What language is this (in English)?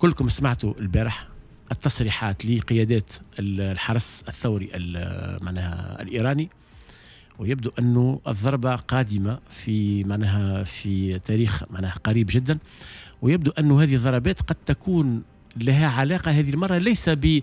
Tunisian Arabic